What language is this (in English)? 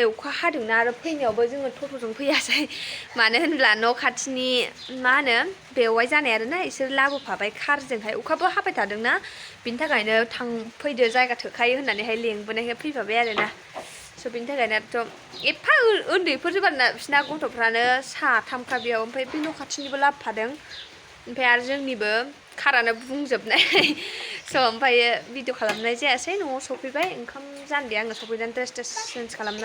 Bodo